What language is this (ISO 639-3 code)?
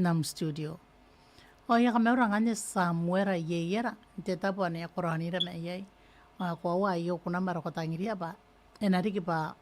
gil